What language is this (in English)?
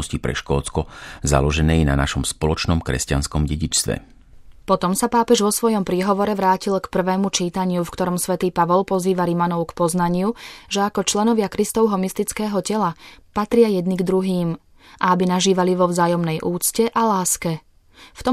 Slovak